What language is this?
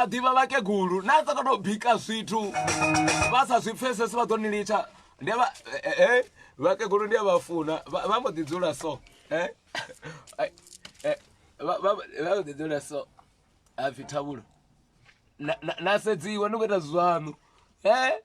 Venda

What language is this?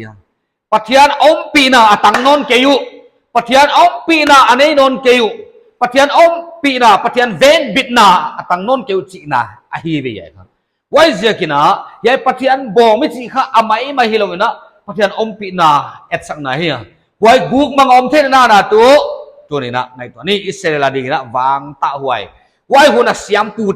Paite Chin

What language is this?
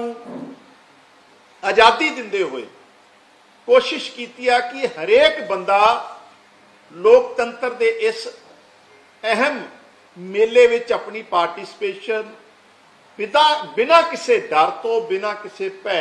Punjabi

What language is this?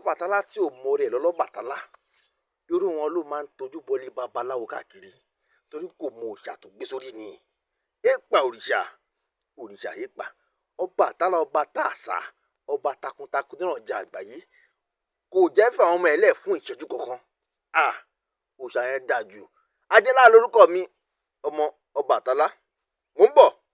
Yoruba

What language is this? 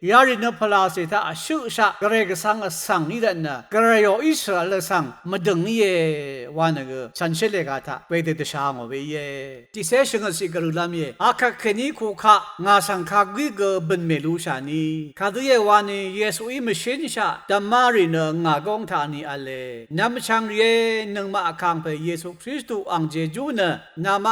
Rawang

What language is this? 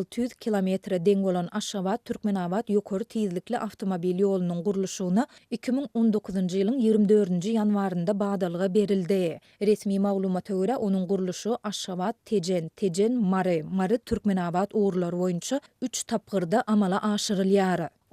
Turkmen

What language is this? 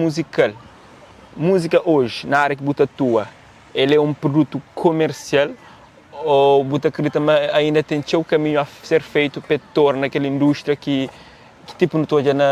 Kabuverdianu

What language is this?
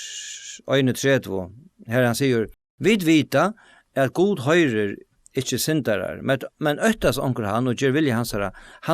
Faroese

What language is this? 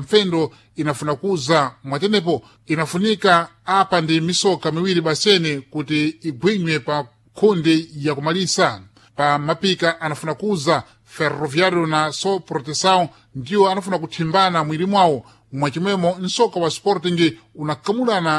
Sena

